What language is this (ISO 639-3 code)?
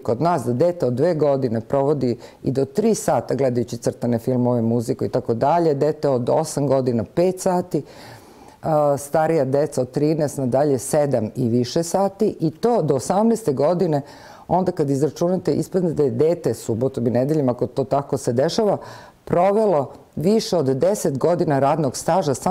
srp